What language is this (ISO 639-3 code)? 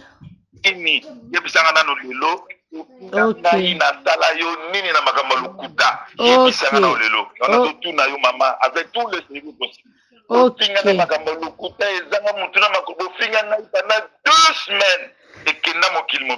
lin